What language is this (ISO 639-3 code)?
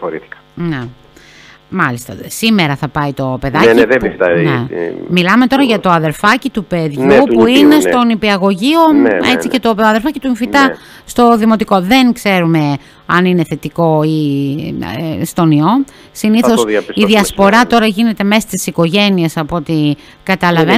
ell